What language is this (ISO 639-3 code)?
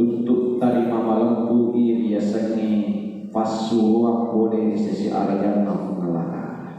bug